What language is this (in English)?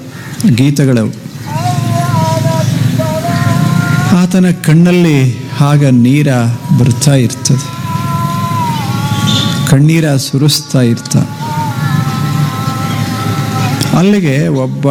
Kannada